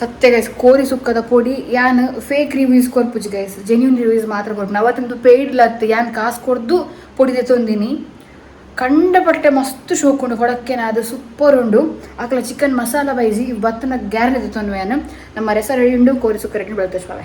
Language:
Tulu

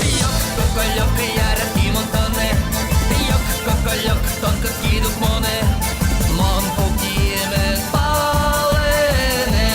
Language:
Udmurt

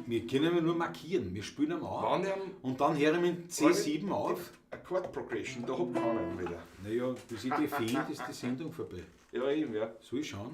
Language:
Bavarian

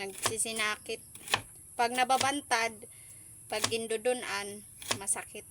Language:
Waray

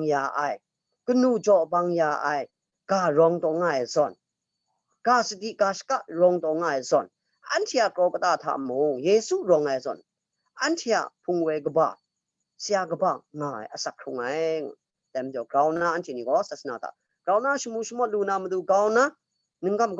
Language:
Kachin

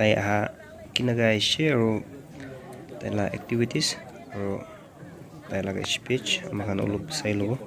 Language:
Naga Pidgin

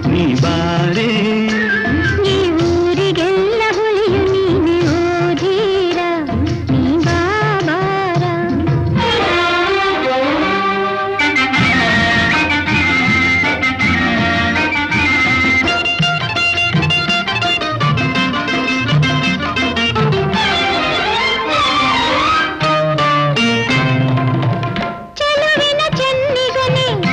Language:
Kannada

